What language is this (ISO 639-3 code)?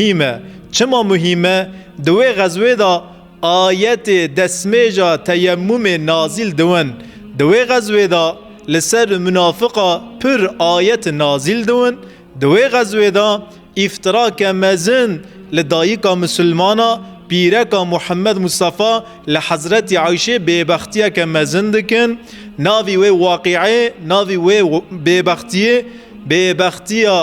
kur